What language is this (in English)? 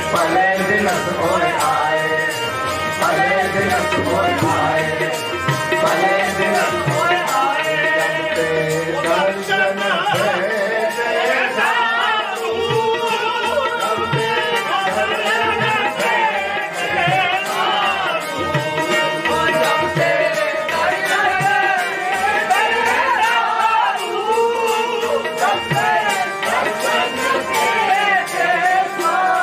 Punjabi